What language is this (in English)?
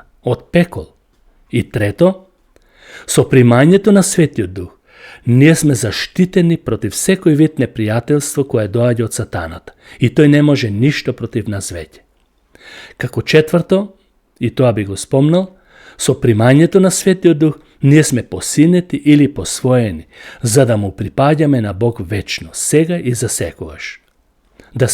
Macedonian